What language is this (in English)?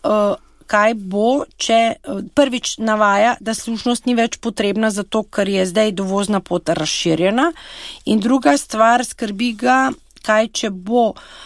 Slovenian